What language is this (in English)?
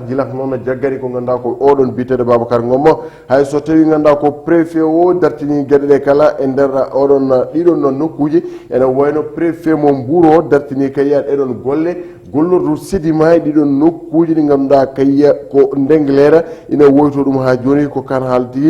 Fula